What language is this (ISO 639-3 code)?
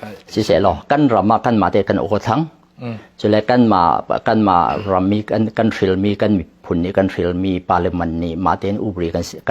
cfm